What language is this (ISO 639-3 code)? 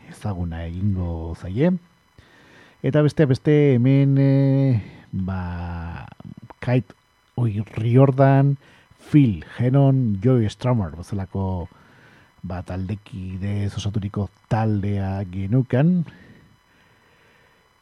eus